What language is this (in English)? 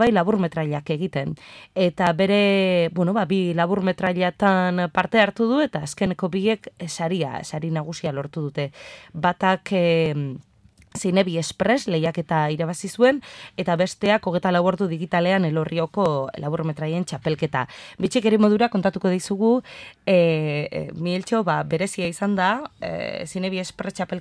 Basque